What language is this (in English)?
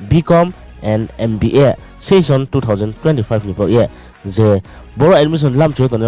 Riang (India)